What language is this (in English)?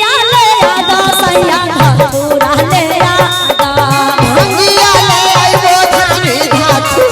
Magahi